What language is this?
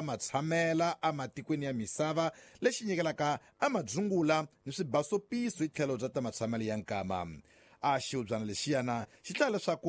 Tsonga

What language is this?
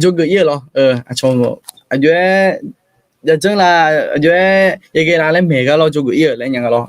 Akha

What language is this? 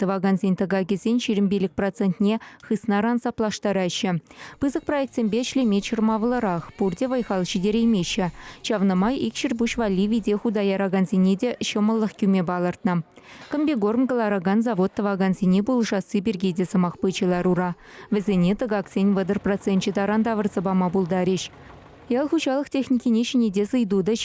Chuvash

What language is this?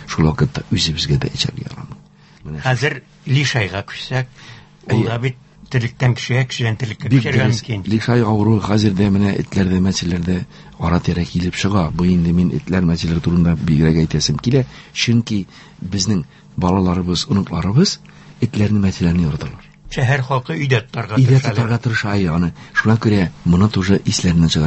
Tatar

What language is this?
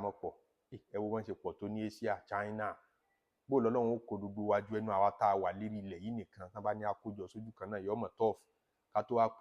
Yoruba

